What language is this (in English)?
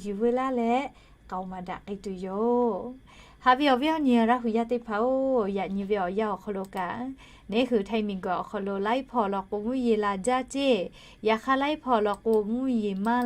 Lahu